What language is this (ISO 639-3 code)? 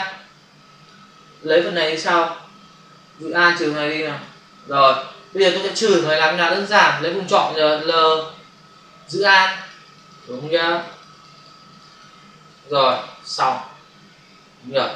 vie